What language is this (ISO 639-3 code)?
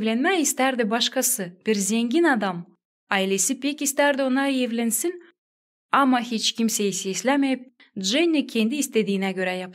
gag